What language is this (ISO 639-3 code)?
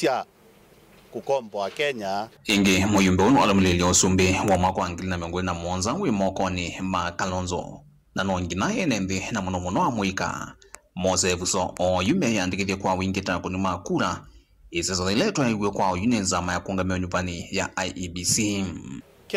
kam